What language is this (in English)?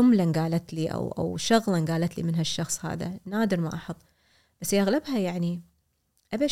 Gulf Arabic